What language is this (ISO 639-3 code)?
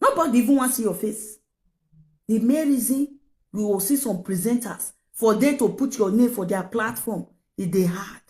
pcm